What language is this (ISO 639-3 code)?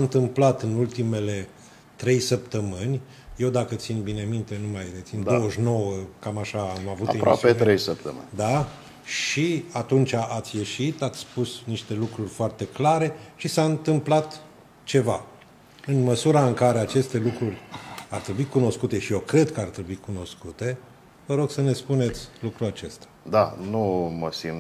ron